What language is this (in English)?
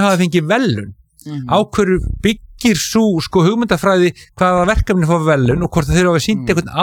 Icelandic